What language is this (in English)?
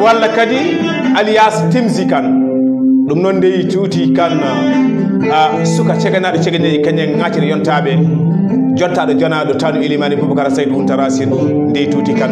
Fula